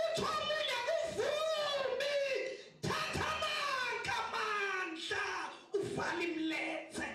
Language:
Zulu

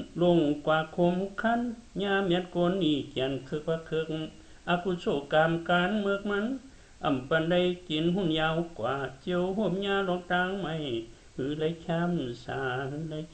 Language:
Shan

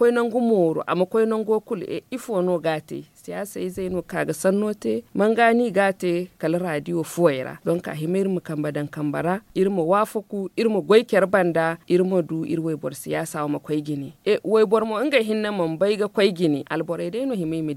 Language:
Zarma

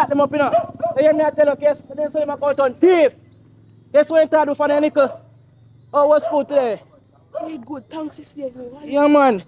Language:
Jamaican Creole English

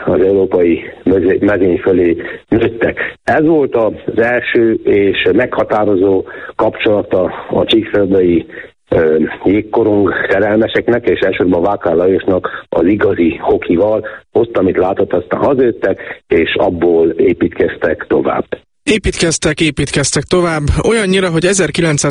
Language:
Hungarian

